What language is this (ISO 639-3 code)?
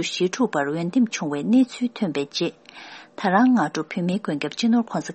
bod